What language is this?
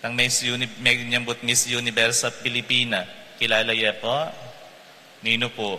Pampanga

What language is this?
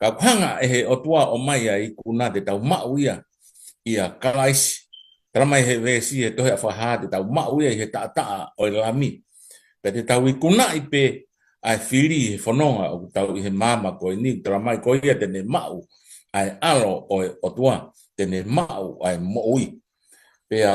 Tongan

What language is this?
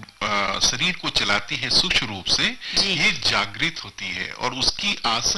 Hindi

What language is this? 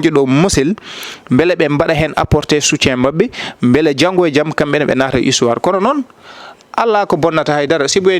Fula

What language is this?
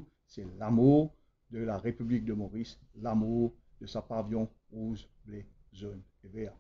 Morisyen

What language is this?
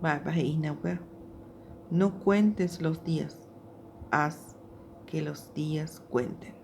Guarani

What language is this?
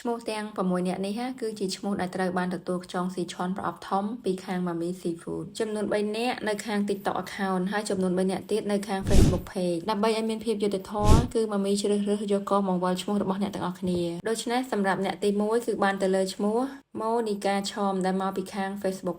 Khmer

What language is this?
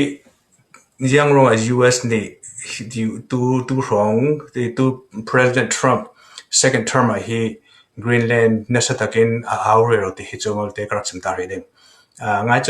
Falam Chin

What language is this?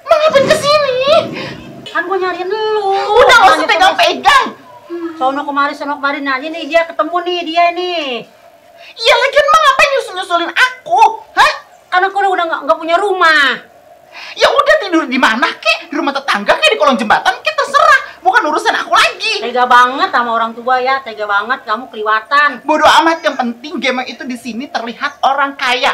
Betawi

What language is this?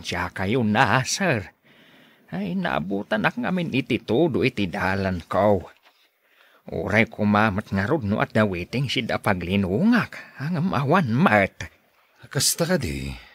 Iloko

